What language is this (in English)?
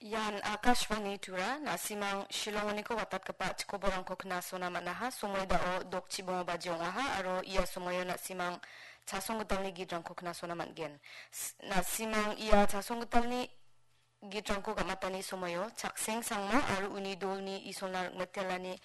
Garo